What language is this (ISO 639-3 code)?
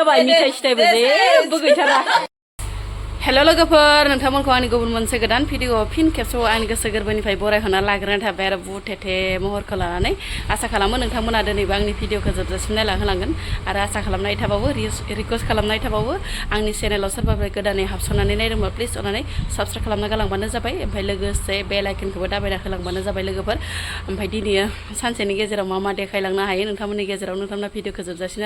brx